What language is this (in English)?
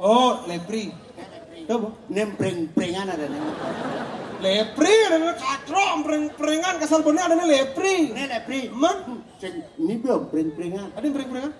Balinese